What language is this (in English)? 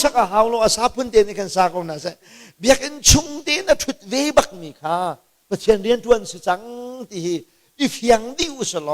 Hakha Chin